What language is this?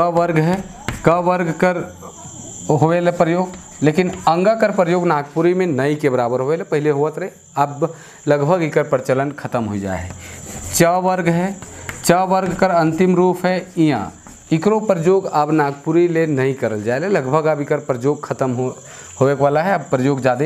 Sadri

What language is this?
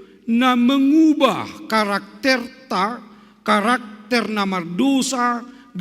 Batak Simalungun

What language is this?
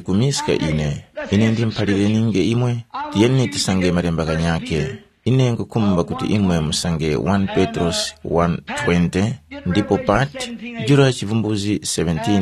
Tumbuka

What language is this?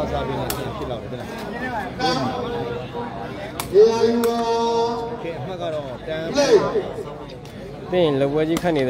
Burmese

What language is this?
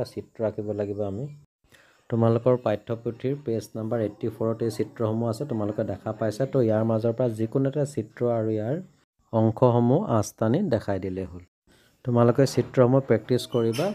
Assamese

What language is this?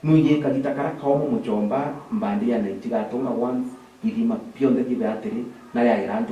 Meru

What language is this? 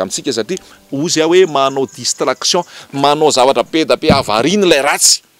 Malagasy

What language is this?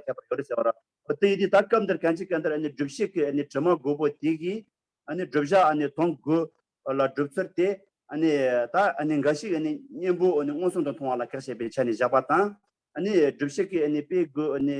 Tibetan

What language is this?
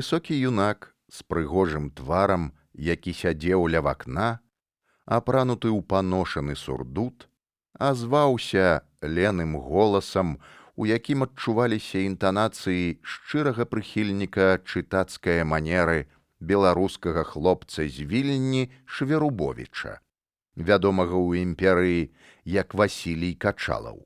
Belarusian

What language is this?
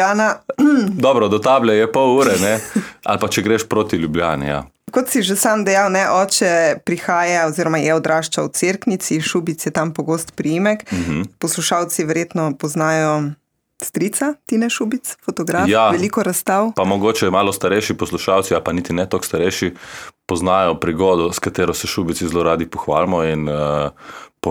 Slovenian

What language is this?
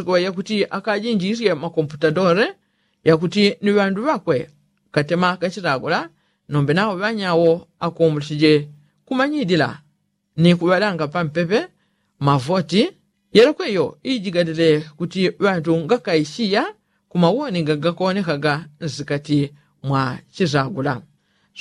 Yao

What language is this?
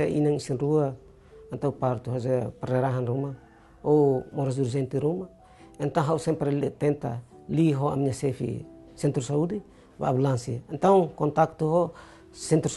Tetum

